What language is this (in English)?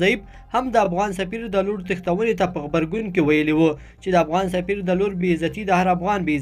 Pashto